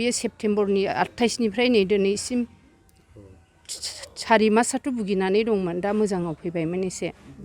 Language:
Bodo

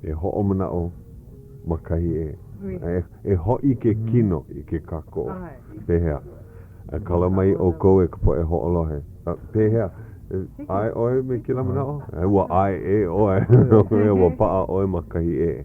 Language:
Hawaiian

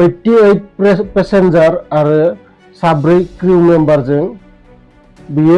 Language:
Bodo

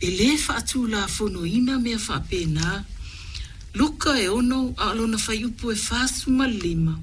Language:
Samoan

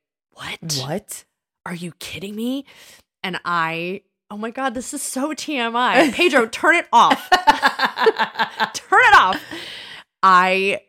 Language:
English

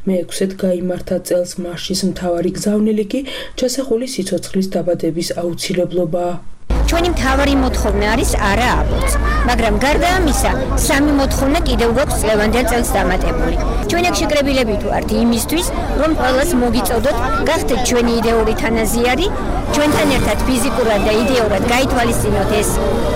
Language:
Georgian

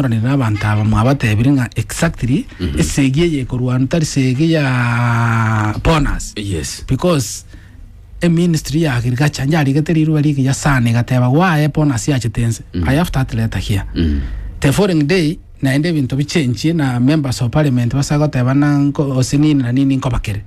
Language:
Gusii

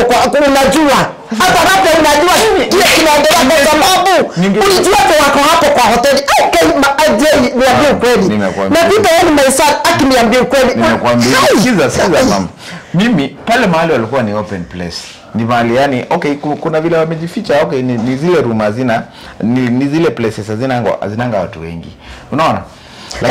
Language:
Swahili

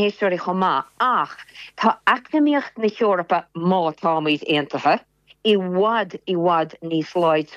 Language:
Irish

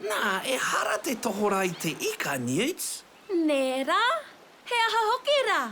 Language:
Māori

